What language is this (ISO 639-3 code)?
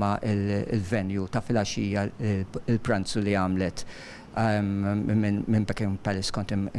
mlt